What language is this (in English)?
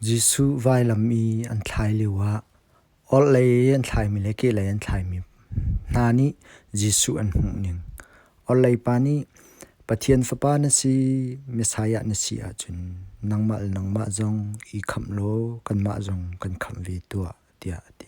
Hakha Chin